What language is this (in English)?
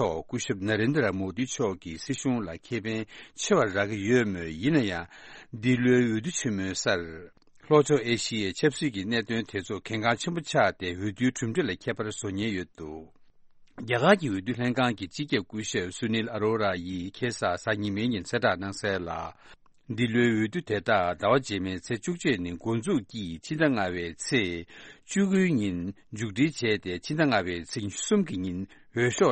Tibetan